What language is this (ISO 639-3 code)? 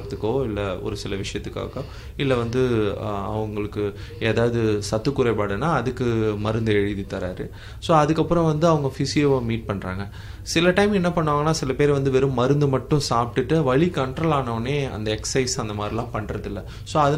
tam